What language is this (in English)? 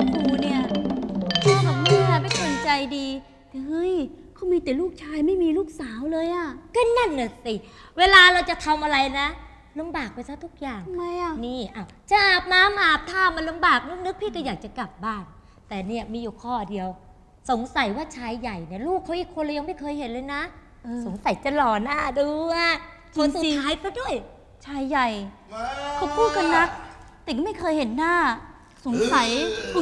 Thai